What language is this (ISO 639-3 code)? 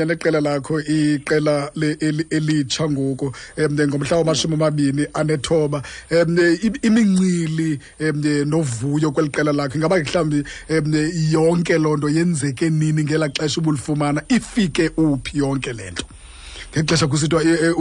xho